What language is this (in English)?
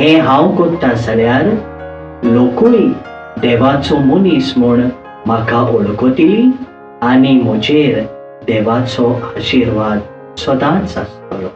Konkani